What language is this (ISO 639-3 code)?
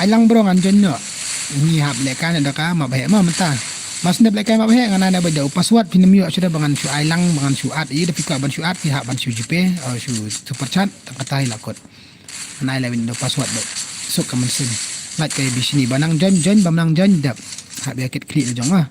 kha